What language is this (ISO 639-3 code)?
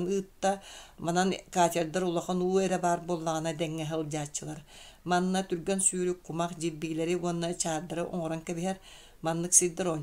sah